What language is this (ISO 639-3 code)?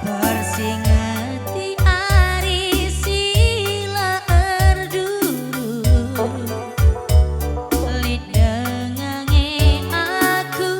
btx